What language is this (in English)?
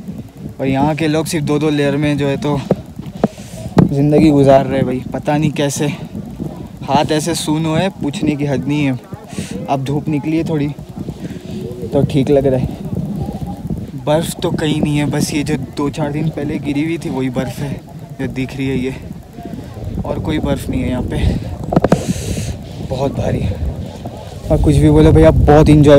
Hindi